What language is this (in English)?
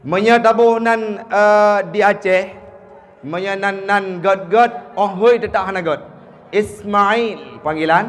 Achinese